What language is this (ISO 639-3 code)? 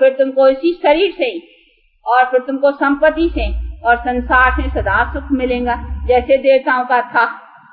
hin